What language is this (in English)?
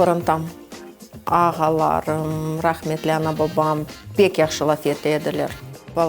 Crimean Tatar